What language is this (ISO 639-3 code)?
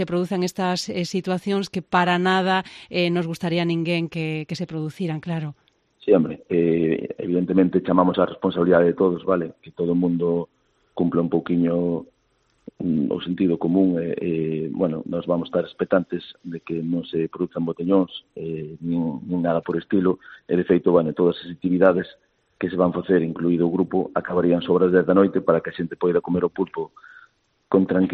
glg